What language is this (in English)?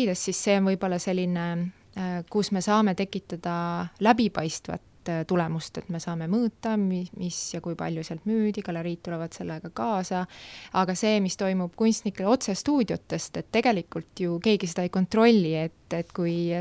Estonian